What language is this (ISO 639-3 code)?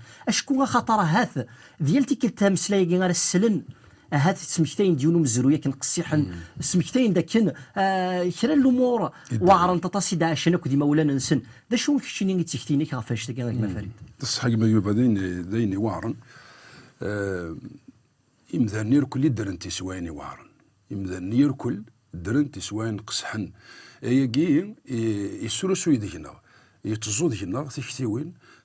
kab